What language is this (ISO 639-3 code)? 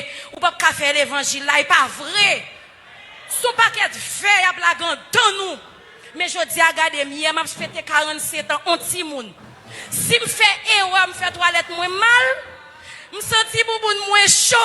hat